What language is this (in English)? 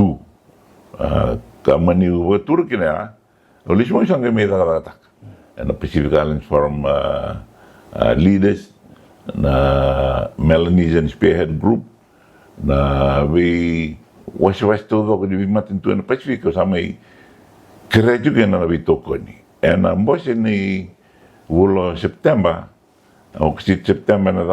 Fijian